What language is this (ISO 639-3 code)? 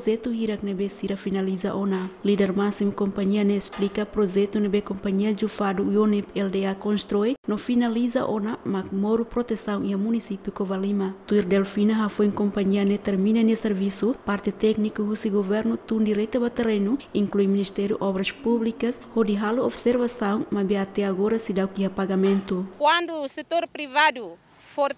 tet